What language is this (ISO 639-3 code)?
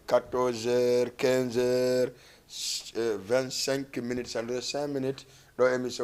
ful